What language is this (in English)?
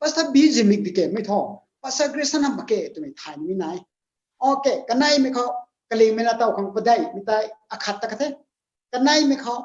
Rongmei Naga